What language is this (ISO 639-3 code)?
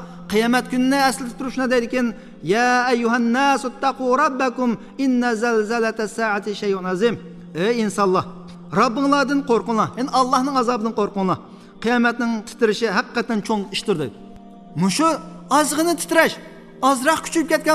uig